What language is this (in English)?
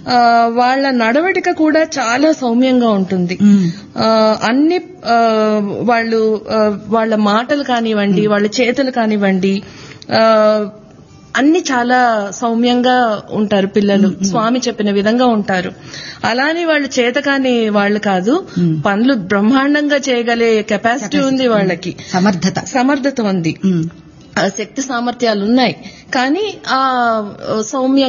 Telugu